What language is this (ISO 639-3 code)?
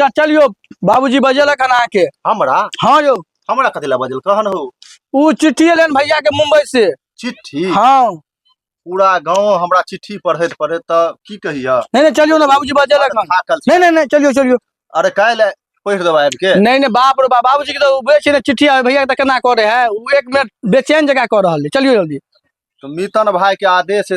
mai